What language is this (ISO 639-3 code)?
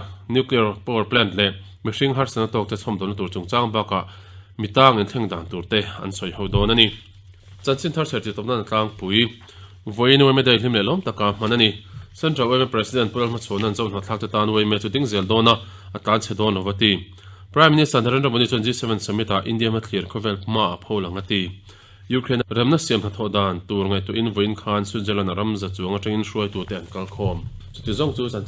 lus